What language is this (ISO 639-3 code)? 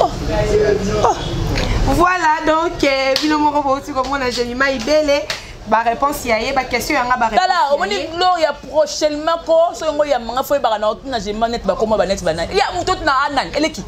lin